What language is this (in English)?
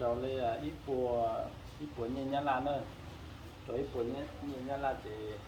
Hmong